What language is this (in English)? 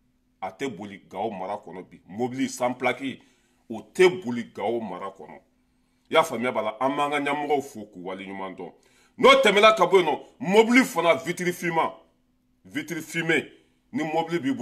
Bambara